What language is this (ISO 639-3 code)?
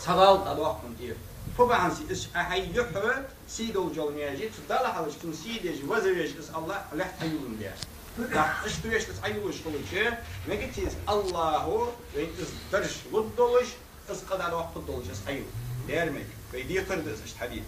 inh